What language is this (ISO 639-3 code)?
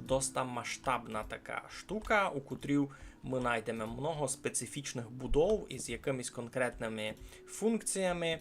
rue